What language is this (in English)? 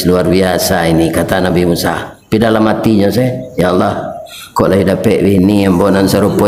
Minangkabau